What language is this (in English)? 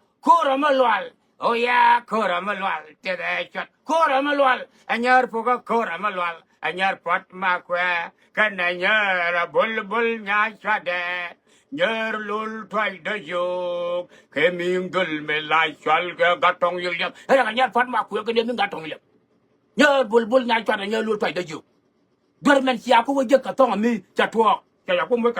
Nuer